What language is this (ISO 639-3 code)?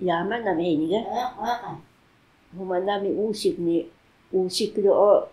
trv